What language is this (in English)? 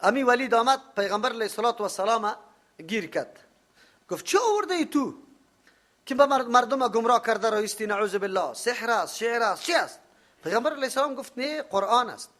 Persian